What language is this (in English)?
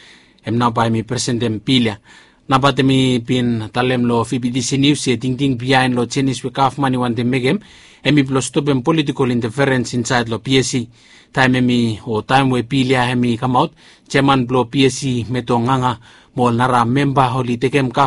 Bislama